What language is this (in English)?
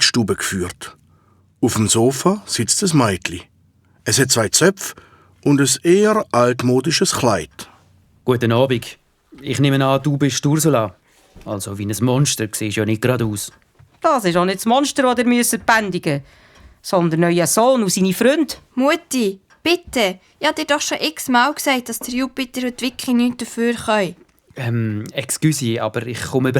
Swiss German